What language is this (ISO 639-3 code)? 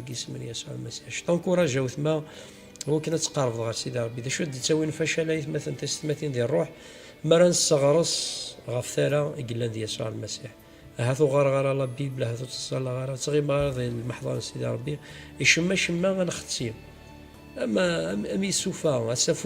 kab